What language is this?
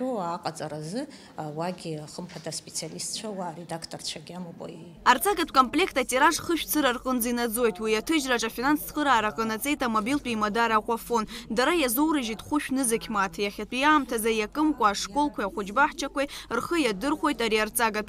Abkhazian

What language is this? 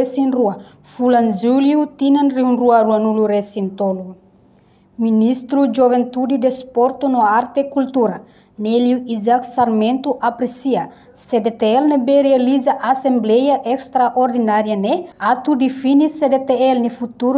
Tetum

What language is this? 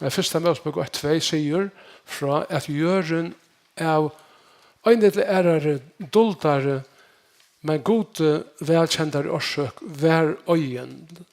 Faroese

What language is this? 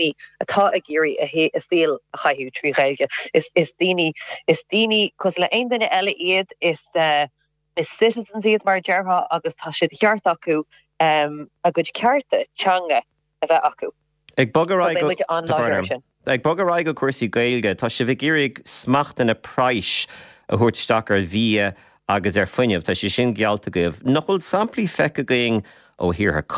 Irish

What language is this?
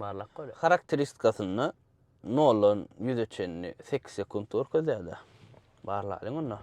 Turkmen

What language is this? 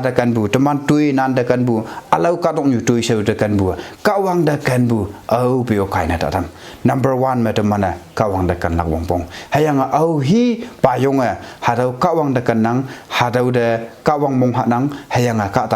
Konyak Naga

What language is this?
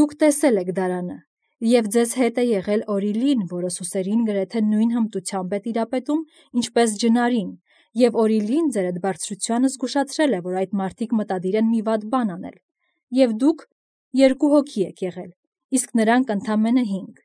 Armenian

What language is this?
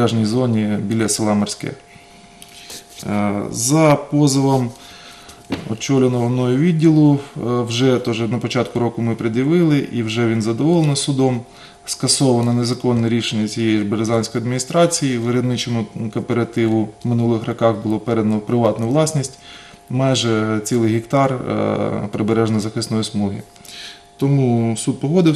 Ukrainian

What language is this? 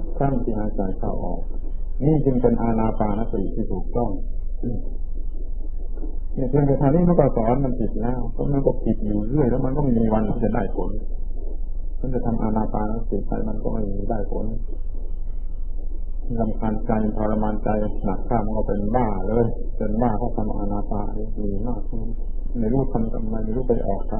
Thai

